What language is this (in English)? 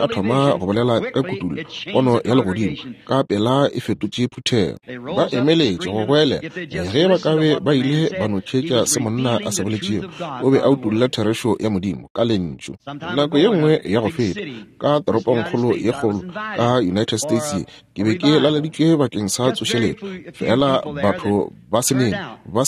Northern Sotho